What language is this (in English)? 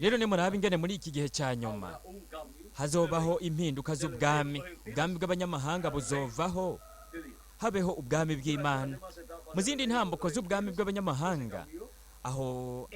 Rundi